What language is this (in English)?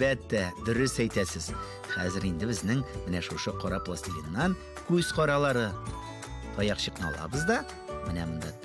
Tatar